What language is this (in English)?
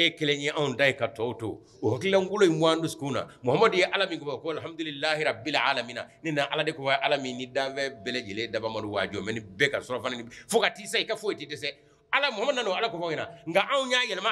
Bambara